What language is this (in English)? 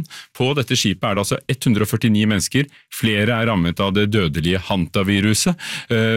Norwegian